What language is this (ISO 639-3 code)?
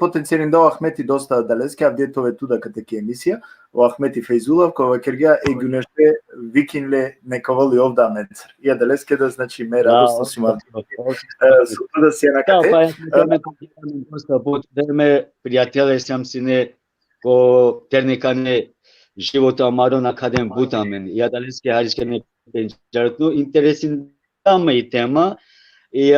rmn